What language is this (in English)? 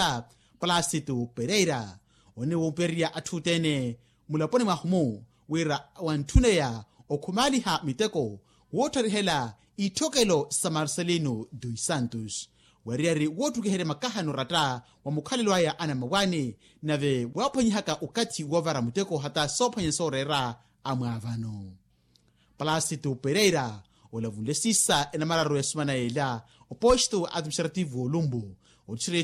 Makhuwa